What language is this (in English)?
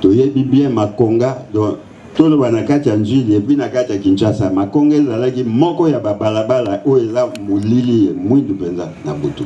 Lingala